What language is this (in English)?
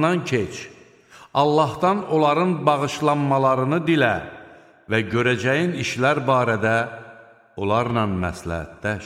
Azerbaijani